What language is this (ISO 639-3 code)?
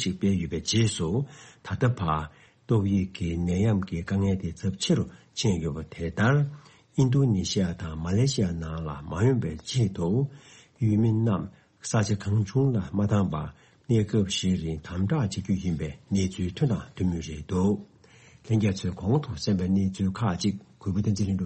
bod